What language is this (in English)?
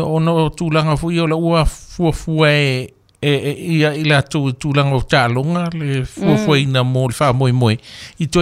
Samoan